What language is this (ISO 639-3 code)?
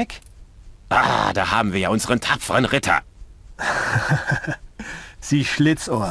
bar